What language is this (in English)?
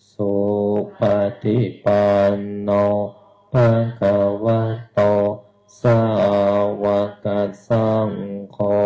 Pali